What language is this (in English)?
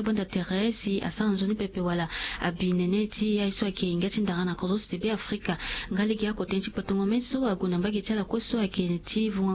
Sango